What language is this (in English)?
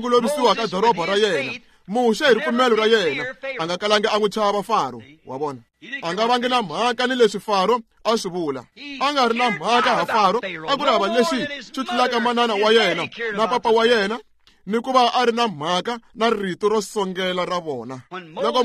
Tsonga